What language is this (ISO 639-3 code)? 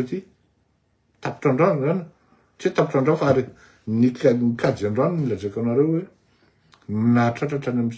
mlg